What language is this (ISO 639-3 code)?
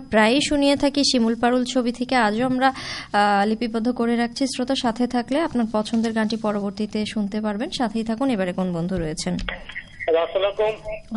ben